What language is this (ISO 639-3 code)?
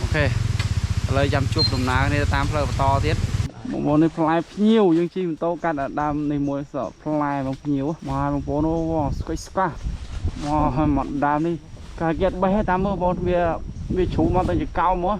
khm